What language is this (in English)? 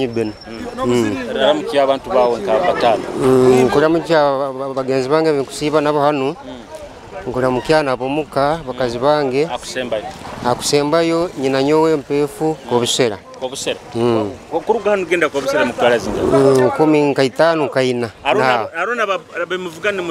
Nyoro